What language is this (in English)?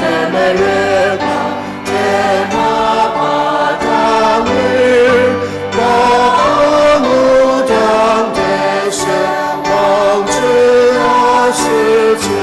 Ao Naga